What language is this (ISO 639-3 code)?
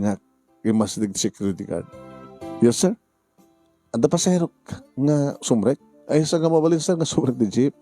ilo